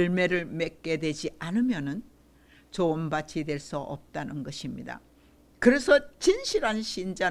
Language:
Korean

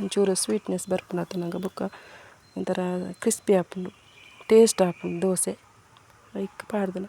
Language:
Tulu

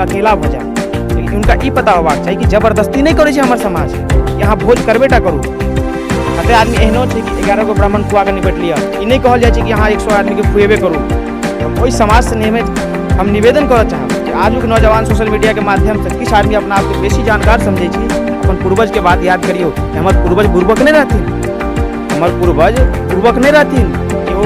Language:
Maithili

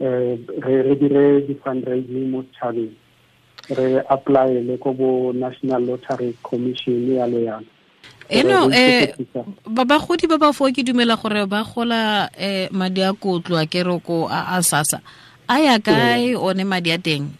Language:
Tswana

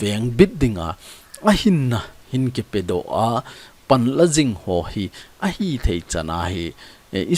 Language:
Thado Chin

